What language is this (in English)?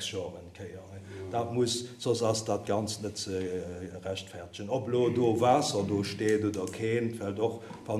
Luxembourgish